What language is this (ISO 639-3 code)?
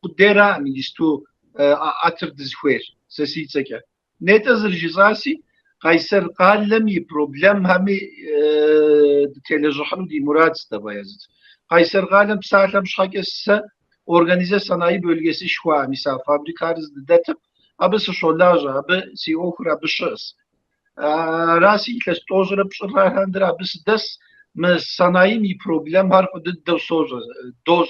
kbd